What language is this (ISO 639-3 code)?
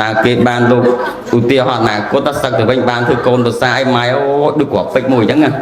khm